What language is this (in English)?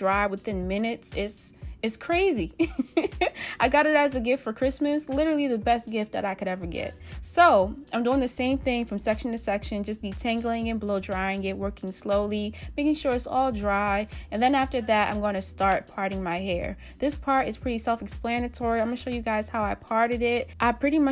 English